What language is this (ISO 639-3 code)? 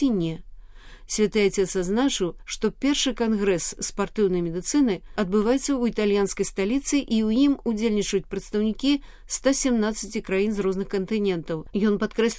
bel